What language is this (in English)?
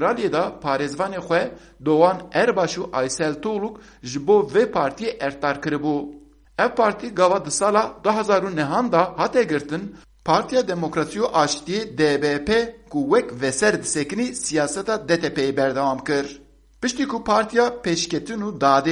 Kurdish